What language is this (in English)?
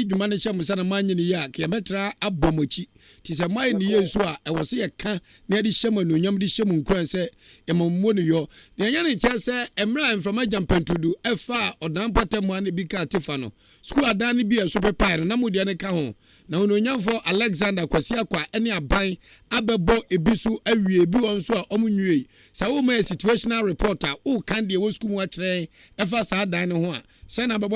Akan